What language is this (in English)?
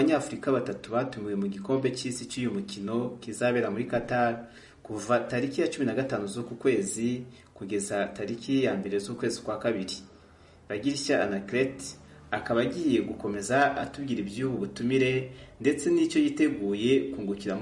Kinyarwanda